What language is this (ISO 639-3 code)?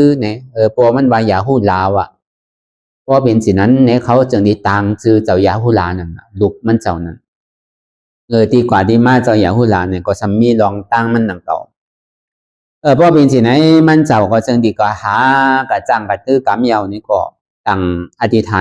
shn